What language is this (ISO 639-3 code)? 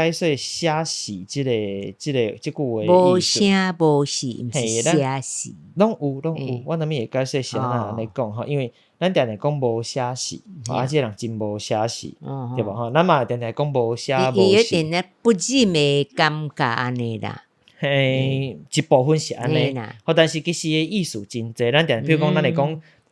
nan